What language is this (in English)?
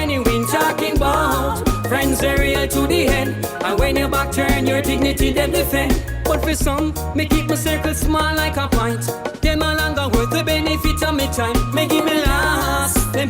Jamaican Creole English